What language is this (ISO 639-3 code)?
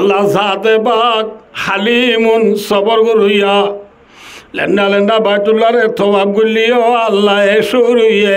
rhg